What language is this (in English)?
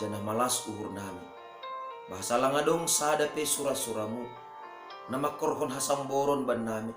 Batak Simalungun